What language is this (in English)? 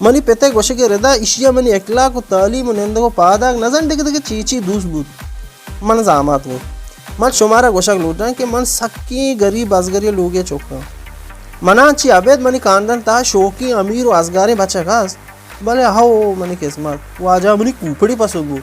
Baluchi